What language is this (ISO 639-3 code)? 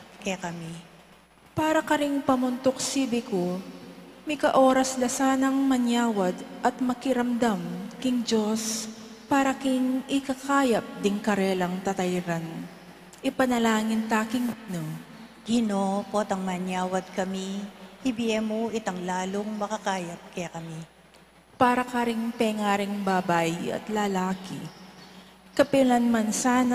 pam